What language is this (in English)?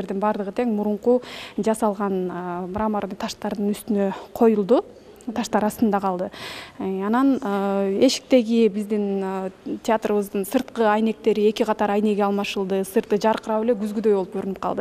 Kyrgyz